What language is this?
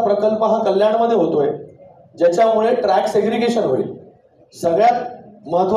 Marathi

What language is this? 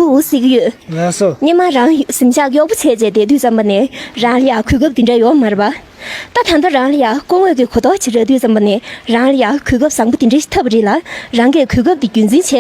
Tibetan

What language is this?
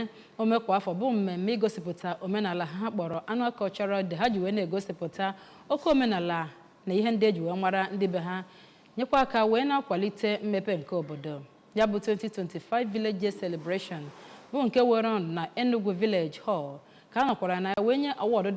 Igbo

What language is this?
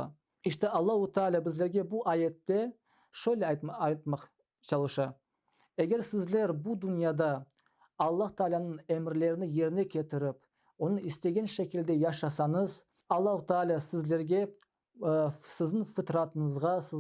Crimean Tatar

